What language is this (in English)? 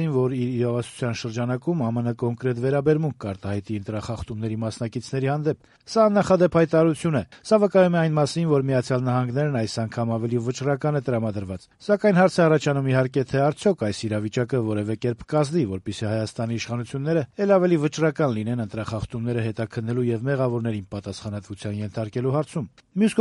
Armenian